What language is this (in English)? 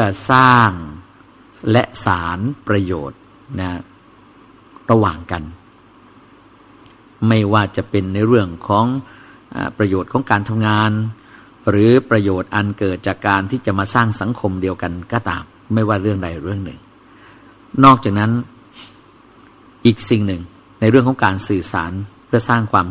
Thai